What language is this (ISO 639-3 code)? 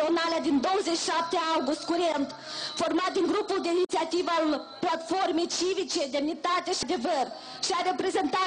ron